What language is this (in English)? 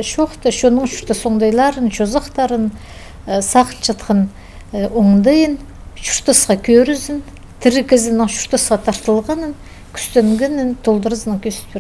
Khakas